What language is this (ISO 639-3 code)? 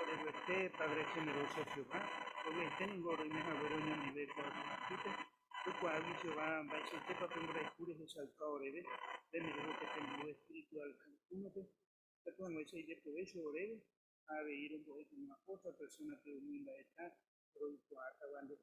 grn